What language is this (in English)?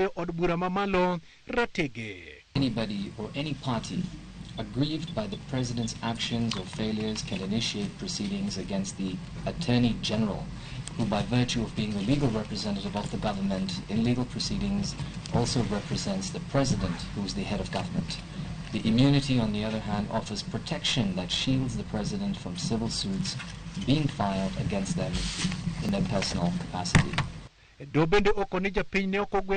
Luo (Kenya and Tanzania)